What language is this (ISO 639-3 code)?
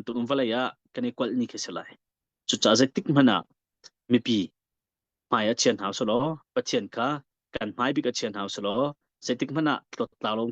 cnh